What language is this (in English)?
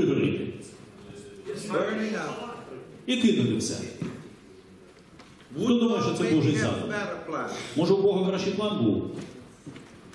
Ukrainian